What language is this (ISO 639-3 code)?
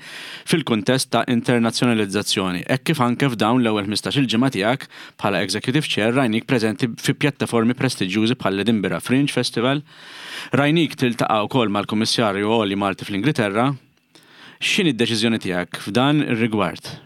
mlt